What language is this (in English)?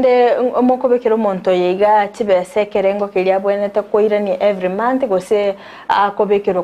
Gusii